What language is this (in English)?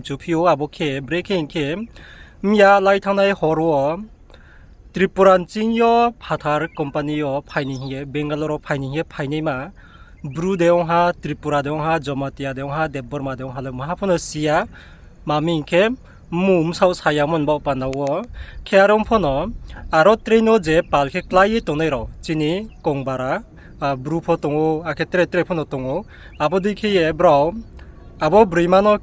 Riang (India)